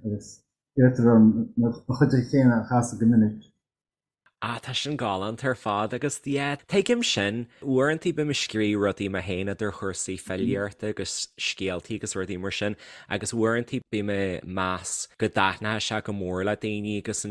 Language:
Irish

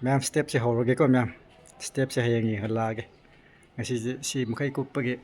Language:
Manipuri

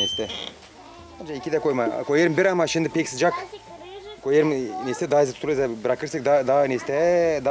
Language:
Gagauz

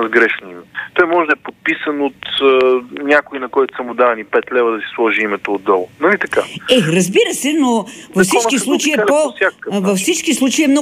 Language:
Bulgarian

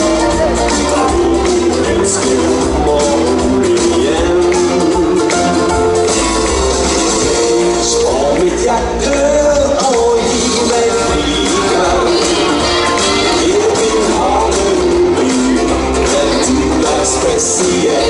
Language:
Swedish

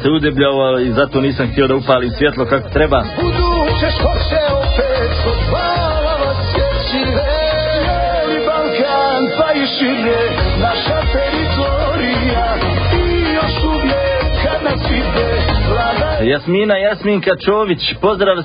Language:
Bosnian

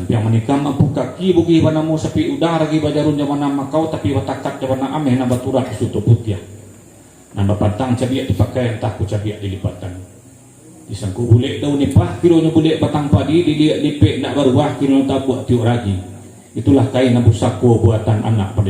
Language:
Minangkabau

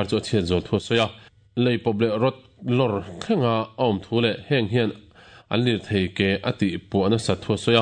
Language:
Mizo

